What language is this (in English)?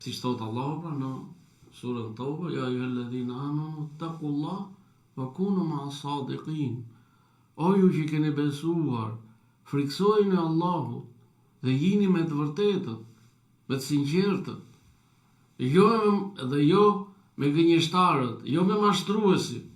Albanian